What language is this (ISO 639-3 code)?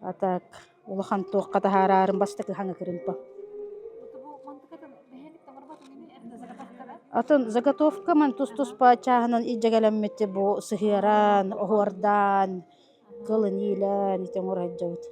sah